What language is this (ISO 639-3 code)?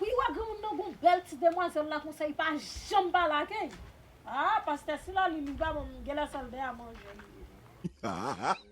hat